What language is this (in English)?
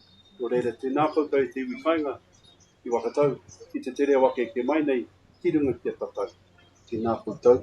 Māori